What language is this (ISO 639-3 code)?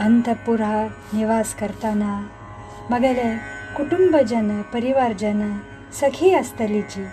kok